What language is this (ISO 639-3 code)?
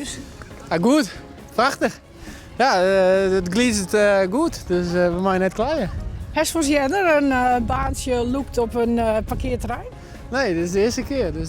fry